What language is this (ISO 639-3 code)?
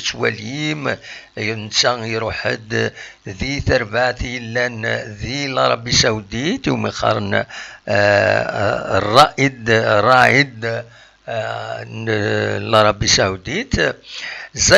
kab